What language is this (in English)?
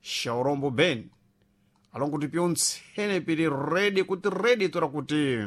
Sena